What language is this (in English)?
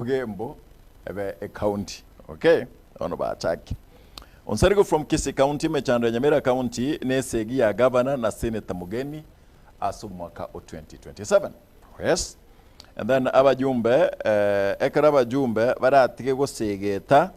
Gusii